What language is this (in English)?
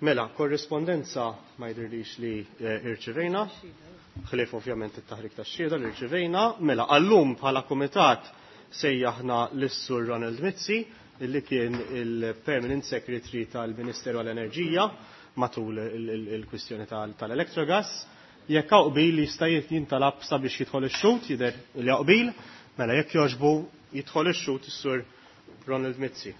Maltese